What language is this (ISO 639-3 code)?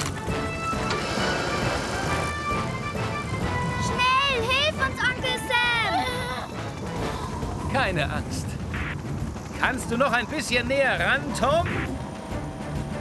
deu